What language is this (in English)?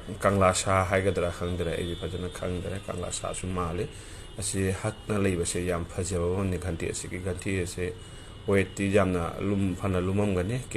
Manipuri